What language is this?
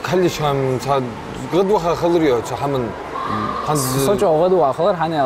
Ingush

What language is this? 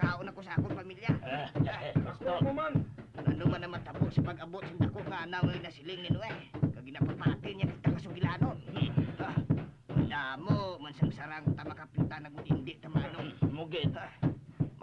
Hiligaynon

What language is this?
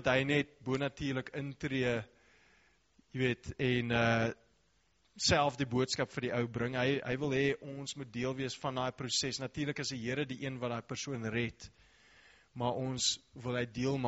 Afrikaans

